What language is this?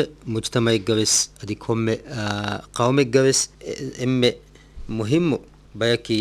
Divehi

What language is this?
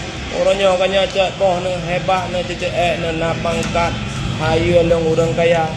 Achinese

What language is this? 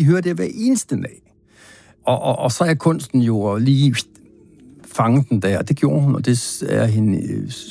Danish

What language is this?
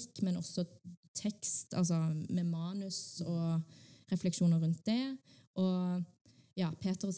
Norwegian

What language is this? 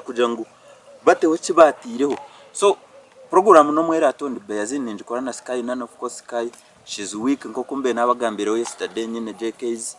Nyankole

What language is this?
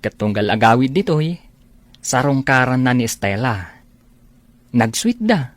Iloko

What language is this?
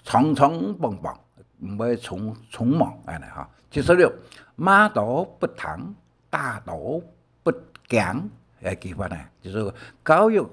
Hakka Chinese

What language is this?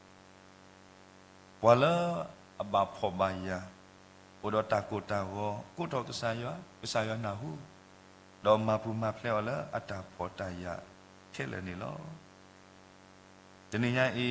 S'gaw Karen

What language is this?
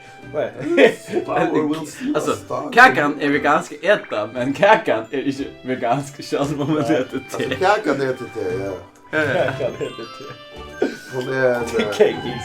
Faroese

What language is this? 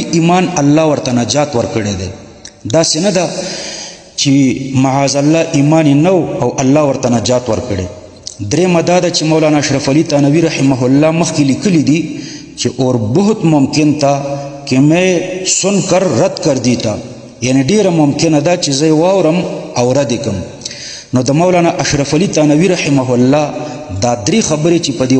Pashto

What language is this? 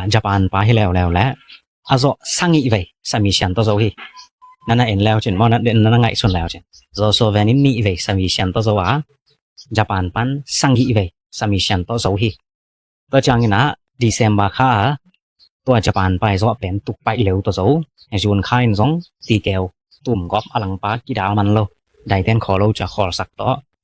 Tedim Chin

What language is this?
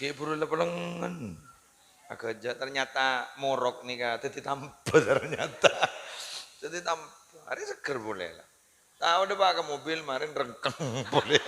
Madurese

